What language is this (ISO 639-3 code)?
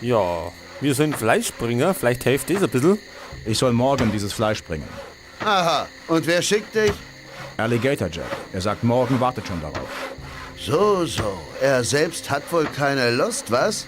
bar